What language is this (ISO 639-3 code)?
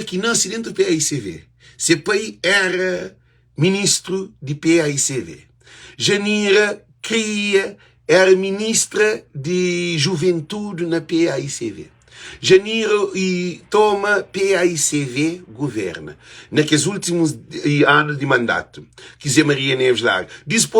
kea